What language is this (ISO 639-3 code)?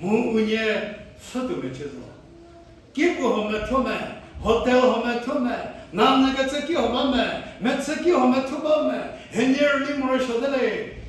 njm